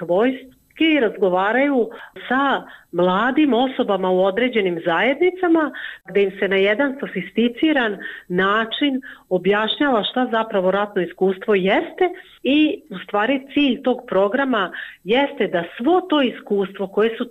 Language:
Bosnian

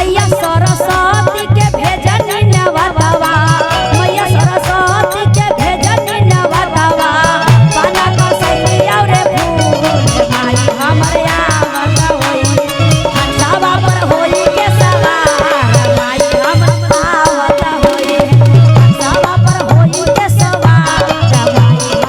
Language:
Magahi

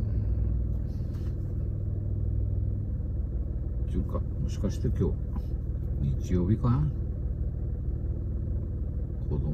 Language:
Japanese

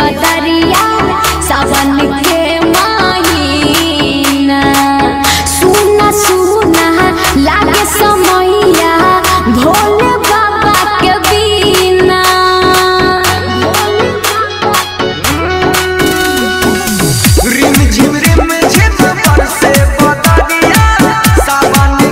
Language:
Bhojpuri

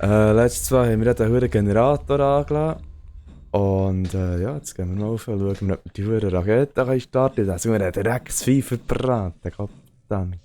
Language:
Swiss German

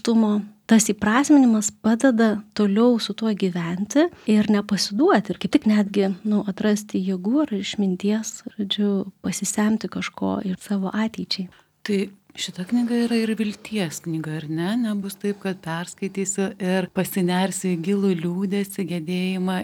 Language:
Lithuanian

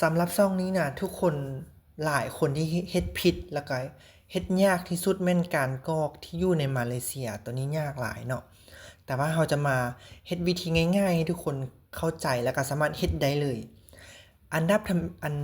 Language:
Lao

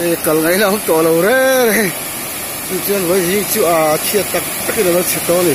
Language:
Mizo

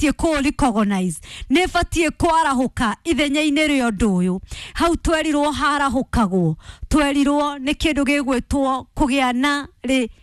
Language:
Kikuyu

